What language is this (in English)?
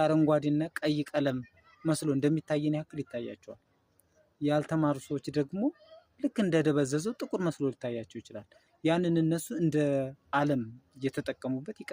Amharic